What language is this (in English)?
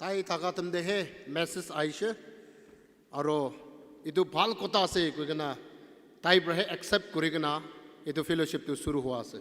Naga Pidgin